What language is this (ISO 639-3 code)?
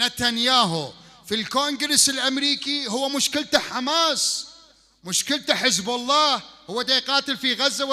acm